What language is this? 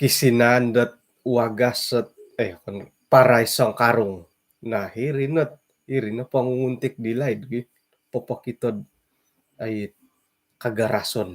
Central Dusun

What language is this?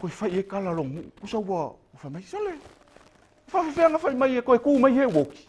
Samoan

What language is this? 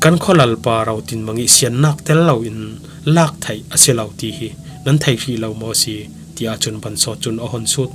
Falam Chin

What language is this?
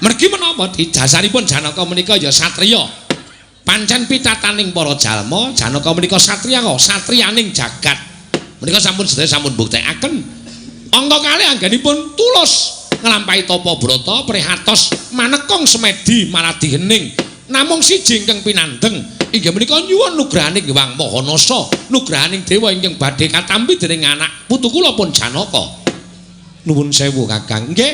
Javanese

